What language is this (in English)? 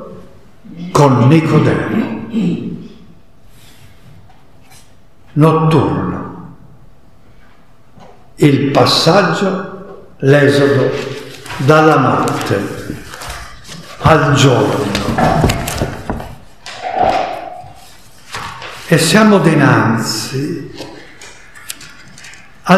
Italian